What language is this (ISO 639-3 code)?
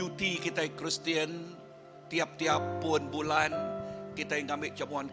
iba